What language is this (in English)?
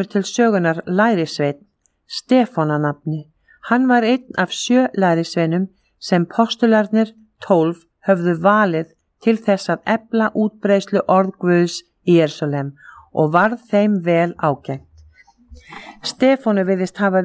Icelandic